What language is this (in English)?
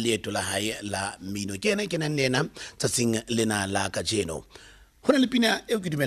Southern Sotho